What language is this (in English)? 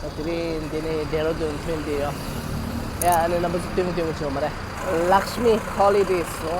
Tibetan